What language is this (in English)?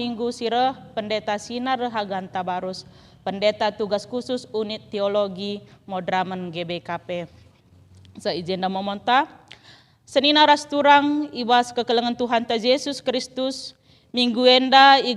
Batak Karo